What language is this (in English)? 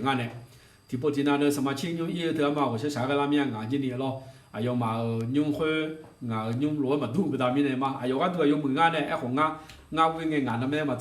Akha